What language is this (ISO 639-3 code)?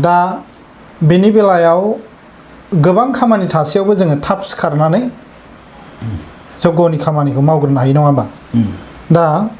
brx